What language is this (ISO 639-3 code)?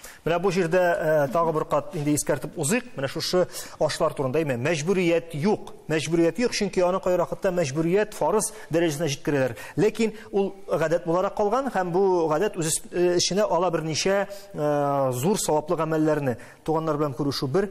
tat